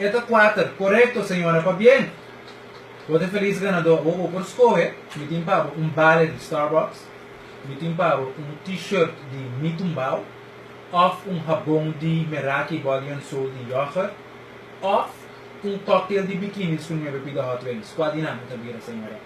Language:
Papiamento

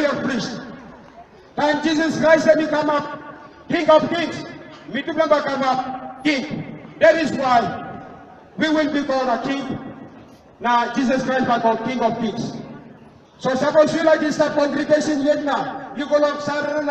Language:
Tok Pisin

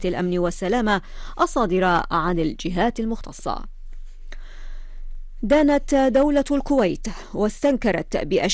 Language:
Arabic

